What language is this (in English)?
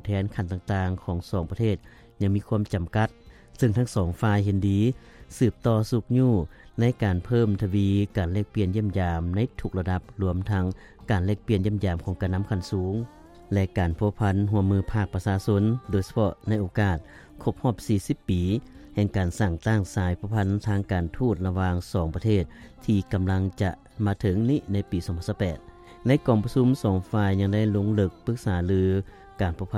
Lao